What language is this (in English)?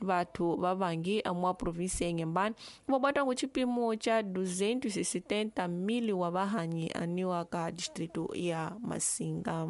Tsonga